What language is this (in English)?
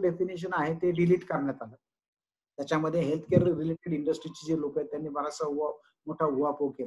Marathi